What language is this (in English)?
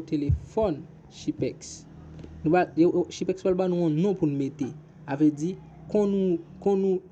Haitian Creole